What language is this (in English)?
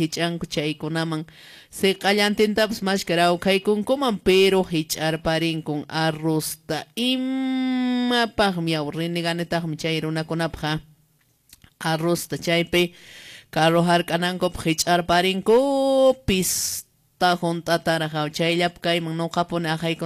Quechua